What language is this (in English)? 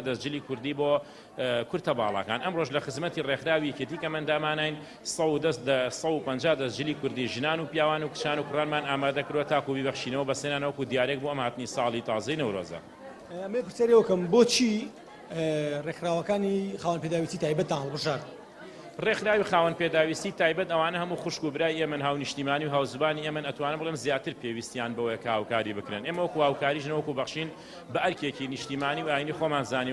Central Kurdish